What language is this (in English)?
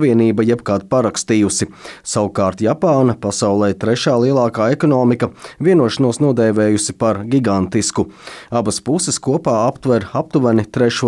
Latvian